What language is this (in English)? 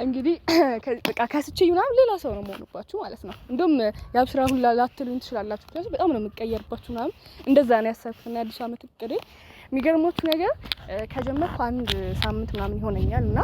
Amharic